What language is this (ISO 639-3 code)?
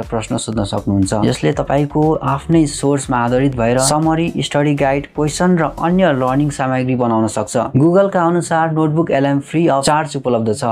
nep